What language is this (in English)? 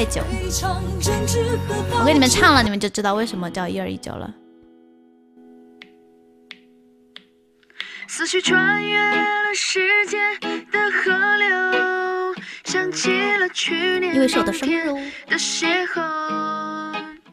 Chinese